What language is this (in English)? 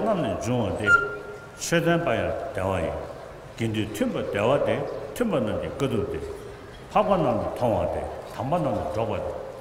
Tibetan